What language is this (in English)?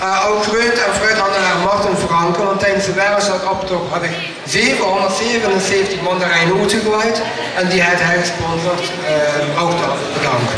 Limburgish